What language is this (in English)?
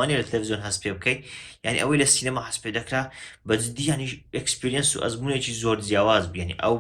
Central Kurdish